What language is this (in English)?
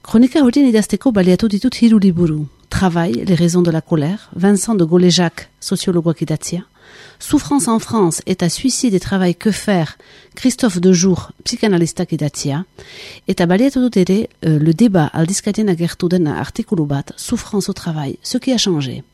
Basque